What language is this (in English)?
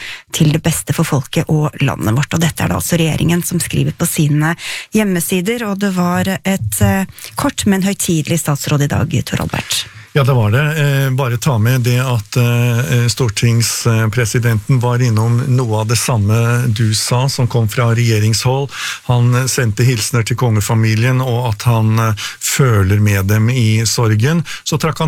Norwegian